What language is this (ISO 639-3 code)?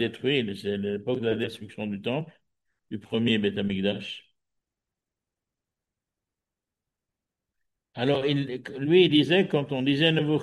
fra